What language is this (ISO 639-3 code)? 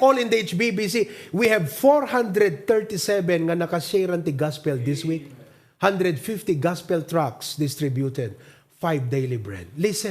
ilo